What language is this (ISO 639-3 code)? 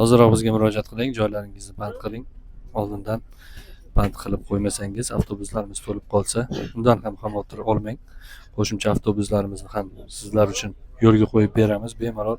uzb